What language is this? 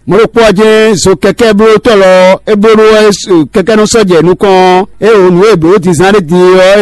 Fon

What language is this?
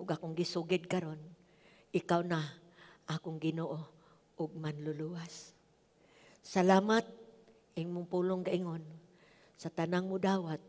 Cebuano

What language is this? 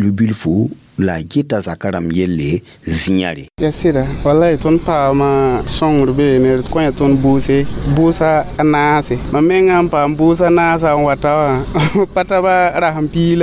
Mossi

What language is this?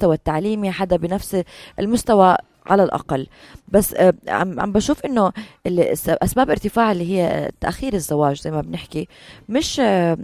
North Levantine Arabic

